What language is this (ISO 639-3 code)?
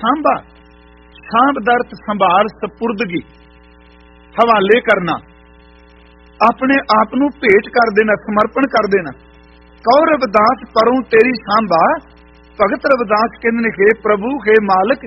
pan